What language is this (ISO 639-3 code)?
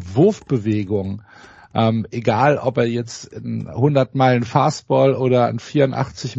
deu